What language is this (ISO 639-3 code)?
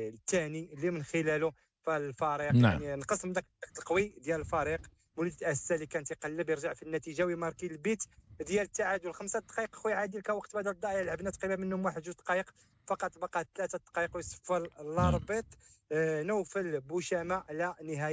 ary